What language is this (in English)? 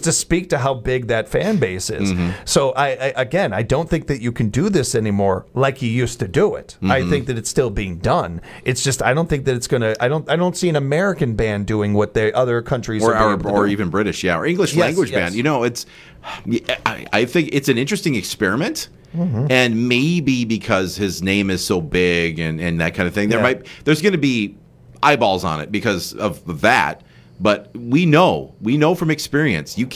English